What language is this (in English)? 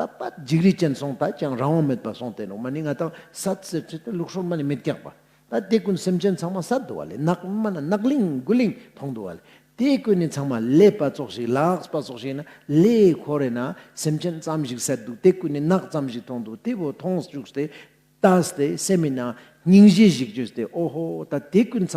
Ladakhi